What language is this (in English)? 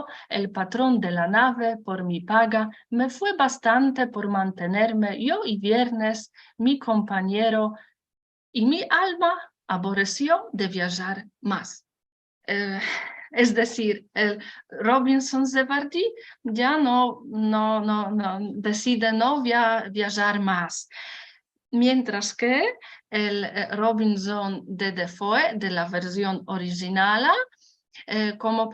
Ladino